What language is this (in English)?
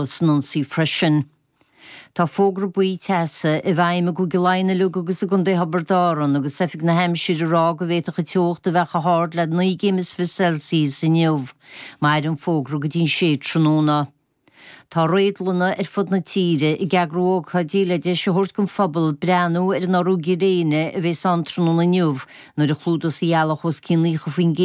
Irish